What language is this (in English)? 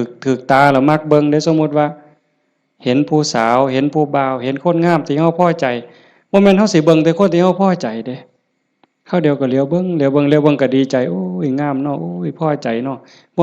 Northeastern Thai